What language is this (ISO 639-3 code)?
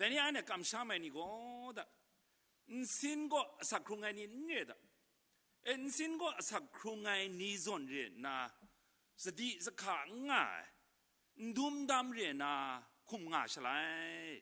kac